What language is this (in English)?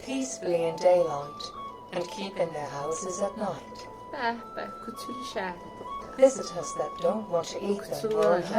South Azerbaijani